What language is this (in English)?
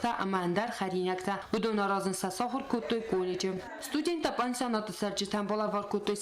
Ossetic